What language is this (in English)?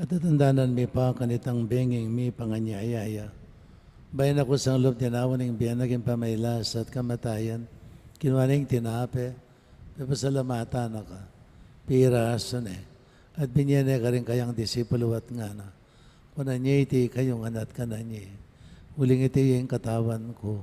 Pampanga